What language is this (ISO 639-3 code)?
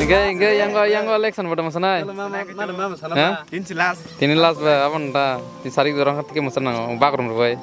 trp